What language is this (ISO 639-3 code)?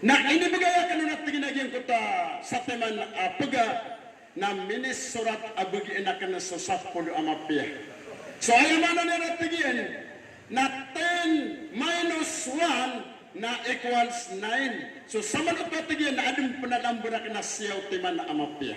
mrw